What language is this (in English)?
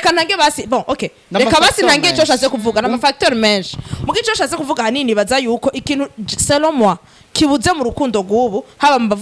Rundi